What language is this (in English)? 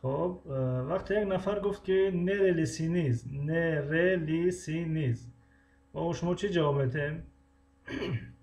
Tajik